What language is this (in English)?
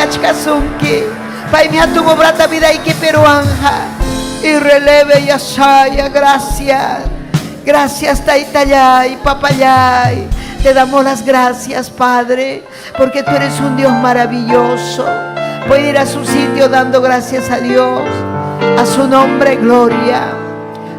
Ayacucho Quechua